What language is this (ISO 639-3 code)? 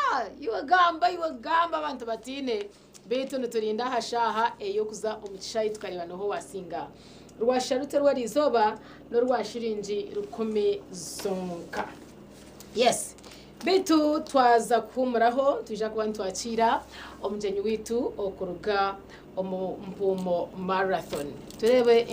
nyn